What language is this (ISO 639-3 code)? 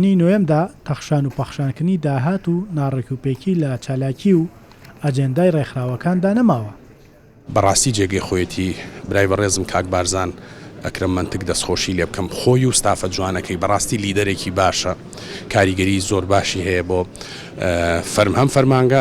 ckb